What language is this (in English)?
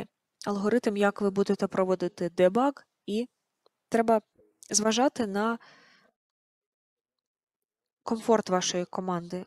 Ukrainian